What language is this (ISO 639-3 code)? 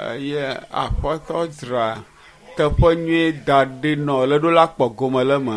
ewe